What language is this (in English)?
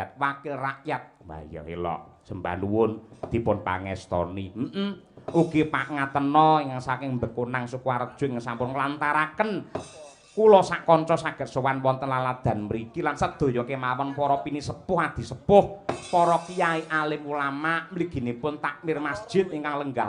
Javanese